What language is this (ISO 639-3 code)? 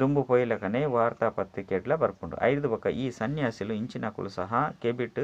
tcy